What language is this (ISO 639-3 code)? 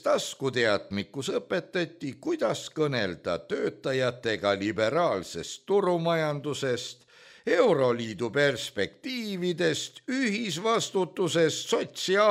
est